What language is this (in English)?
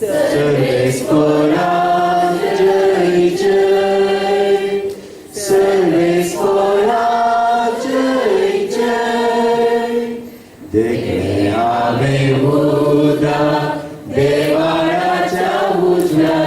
Konkani